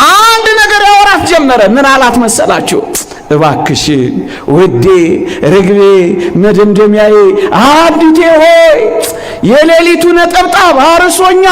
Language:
Amharic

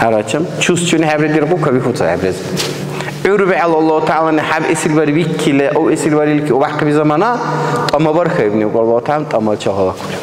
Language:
Dargwa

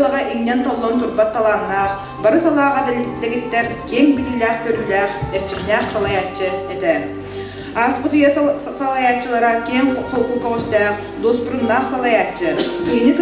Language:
Yakut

